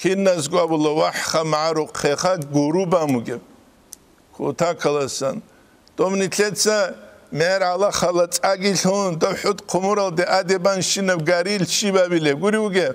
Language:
Avaric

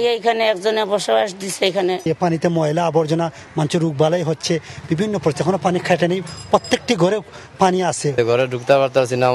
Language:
Bangla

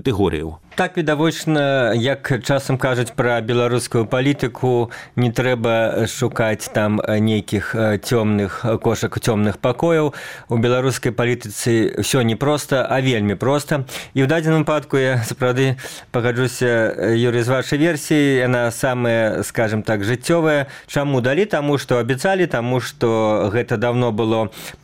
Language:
Belarusian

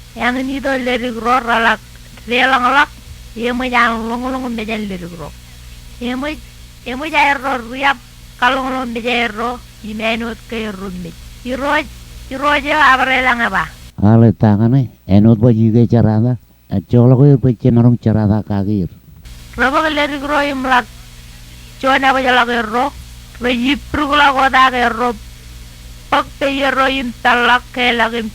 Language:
Marshallese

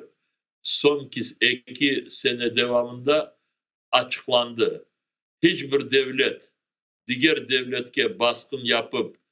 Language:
Crimean Tatar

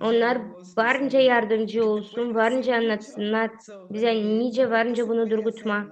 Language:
Gagauz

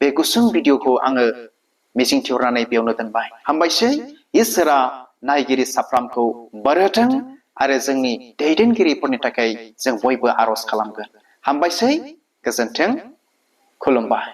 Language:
Bodo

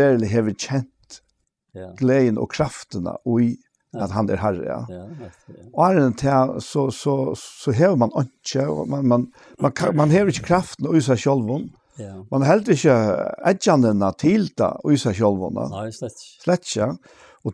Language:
Faroese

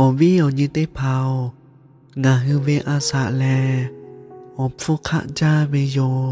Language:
Lahu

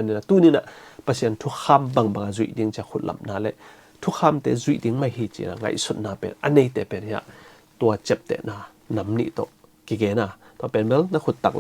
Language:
Tedim Chin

